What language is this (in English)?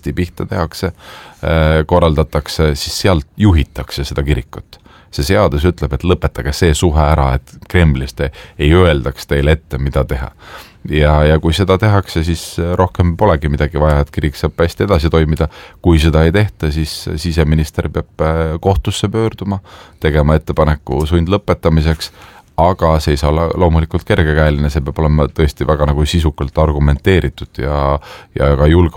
Estonian